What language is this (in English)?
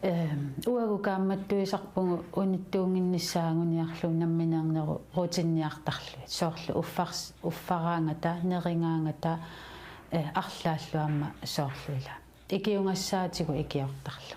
Kalaallisut